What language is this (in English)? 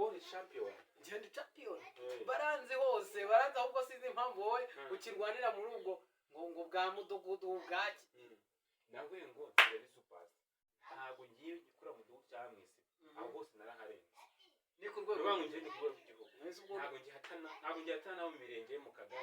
Kinyarwanda